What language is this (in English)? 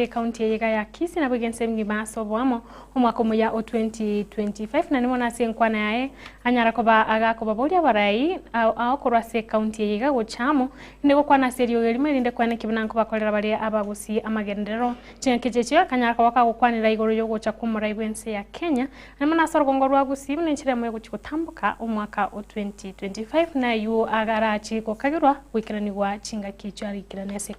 Gusii